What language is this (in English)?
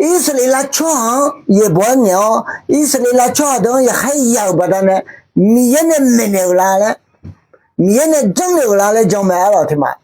Akha